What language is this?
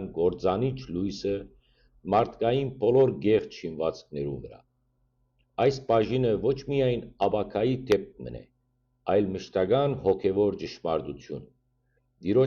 Western Armenian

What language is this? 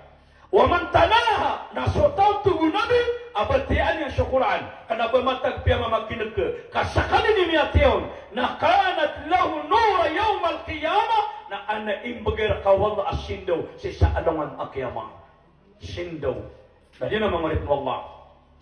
Maranao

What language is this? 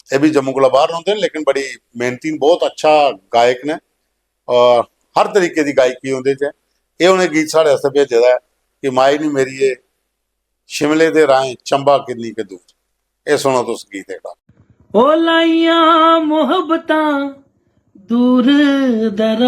Dogri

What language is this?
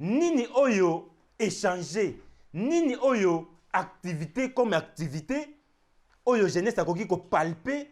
Lingala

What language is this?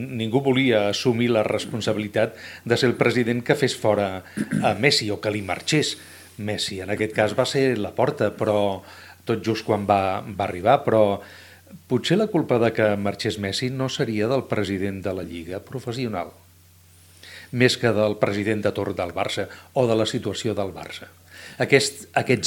Catalan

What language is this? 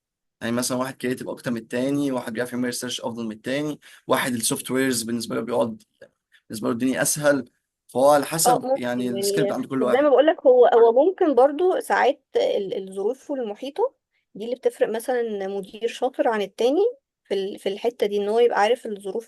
Egyptian Arabic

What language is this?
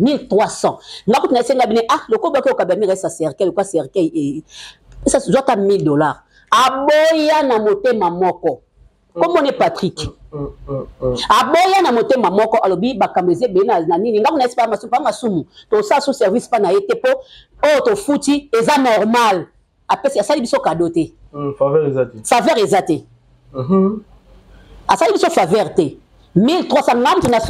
Lingala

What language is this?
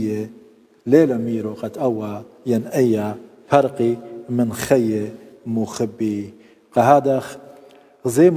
Assyrian Neo-Aramaic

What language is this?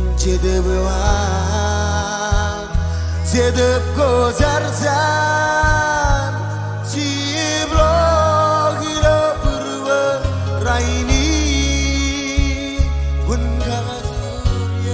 Marshallese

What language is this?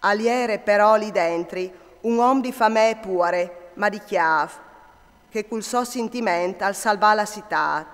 Friulian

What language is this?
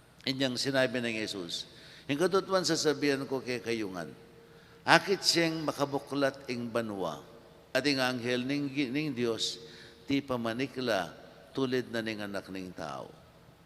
Pampanga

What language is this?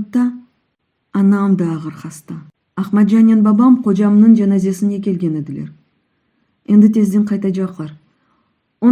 Crimean Tatar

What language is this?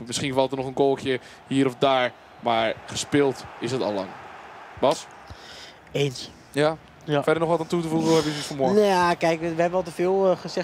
Dutch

